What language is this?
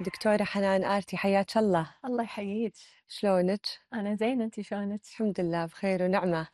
Gulf Arabic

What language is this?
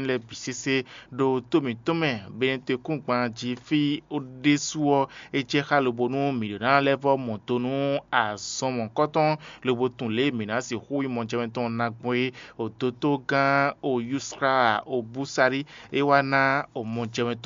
Fon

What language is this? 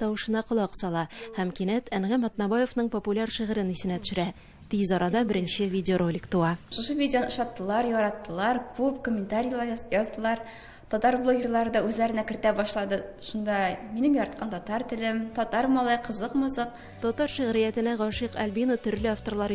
Tatar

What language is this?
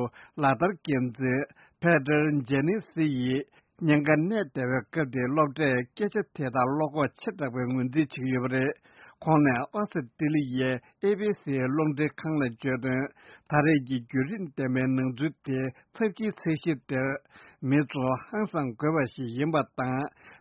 Tibetan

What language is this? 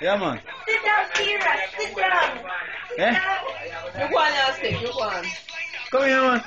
Jamaican Creole English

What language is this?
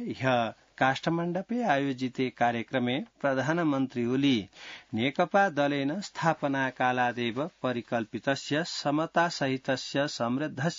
Sanskrit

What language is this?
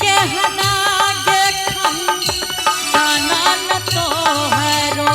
Angika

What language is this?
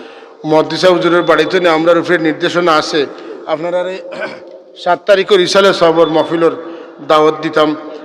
Sylheti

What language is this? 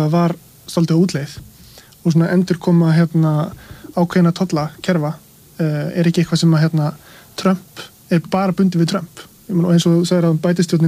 Icelandic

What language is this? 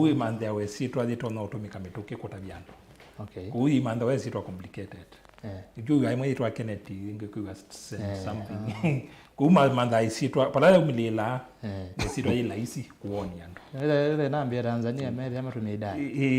Kamba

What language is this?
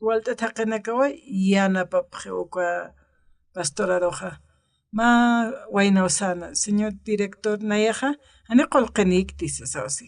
Aymara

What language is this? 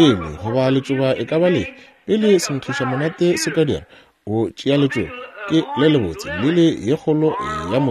Northern Sotho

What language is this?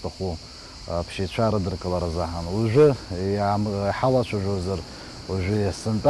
Abkhazian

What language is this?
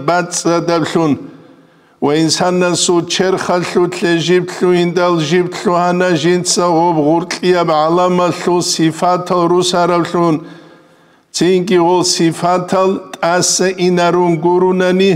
Avaric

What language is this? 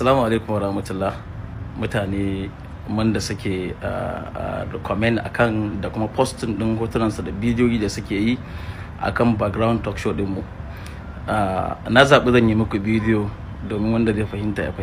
Hausa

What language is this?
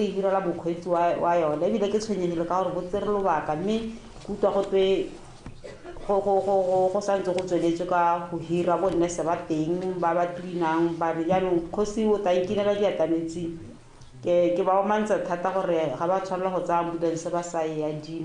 Tswana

